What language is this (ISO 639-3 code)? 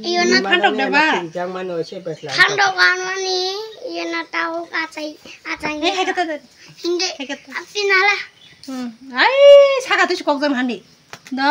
trp